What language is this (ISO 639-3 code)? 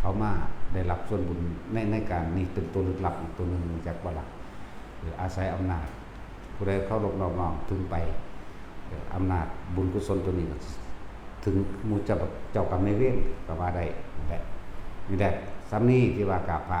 lao